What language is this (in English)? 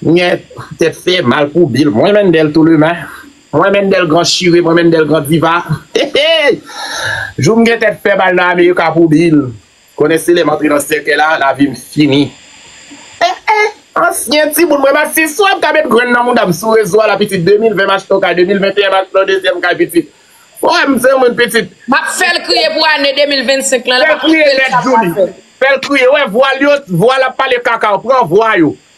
Haitian Creole